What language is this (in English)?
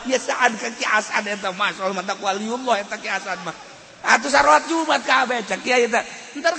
Sundanese